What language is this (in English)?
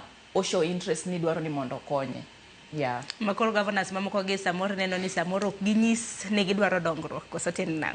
Luo (Kenya and Tanzania)